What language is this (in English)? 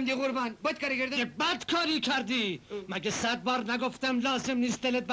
Persian